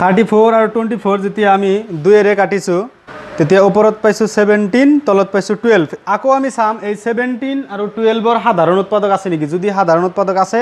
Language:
Assamese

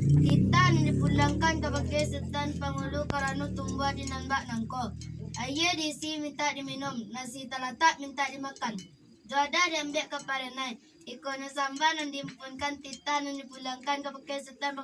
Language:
Minangkabau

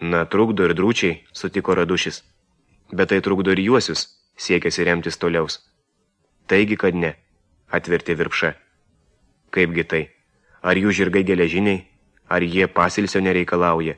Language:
Lithuanian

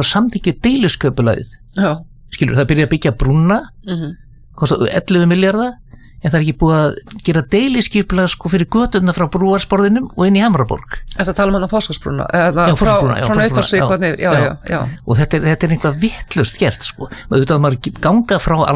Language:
Icelandic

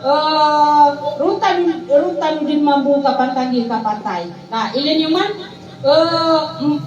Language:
Maranao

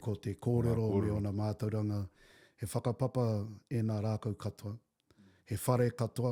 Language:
Māori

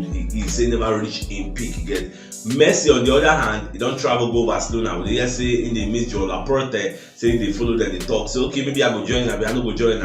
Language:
Nigerian Pidgin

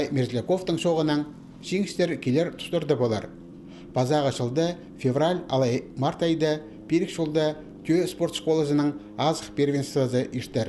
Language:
Khakas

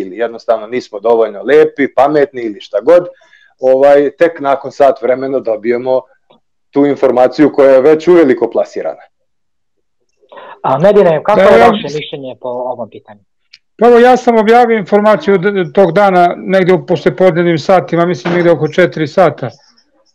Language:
Serbian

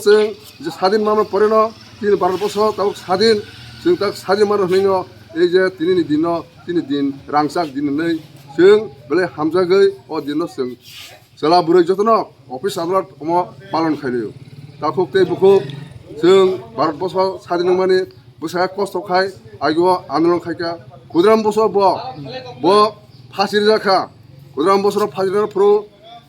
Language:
Kok Borok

